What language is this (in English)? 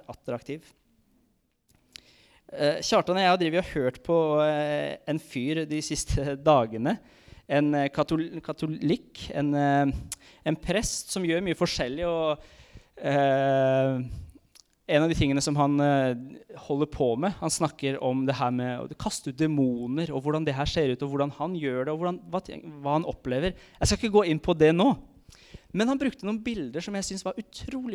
Norwegian